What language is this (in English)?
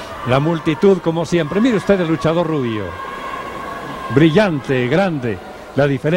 Spanish